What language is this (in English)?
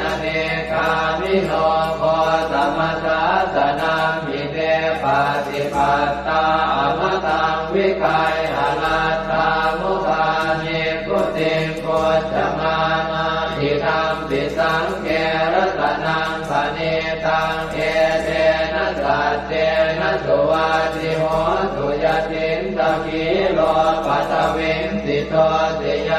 Pali